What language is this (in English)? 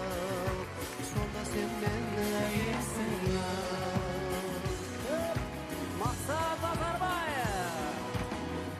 Kazakh